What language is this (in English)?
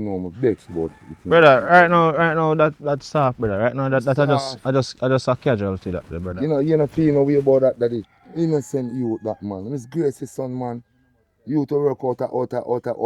Jamaican Creole English